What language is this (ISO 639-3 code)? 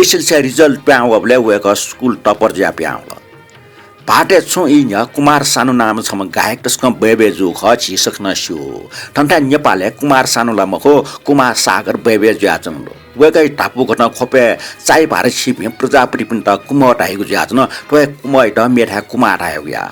new